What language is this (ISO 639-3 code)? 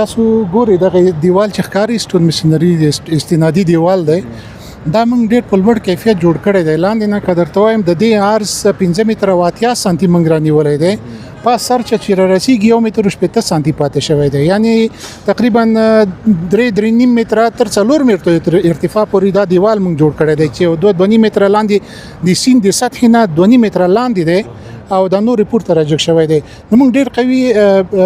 pus